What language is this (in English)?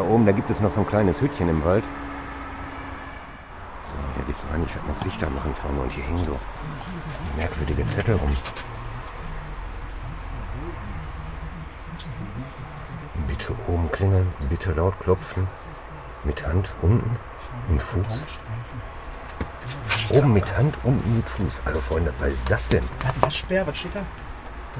German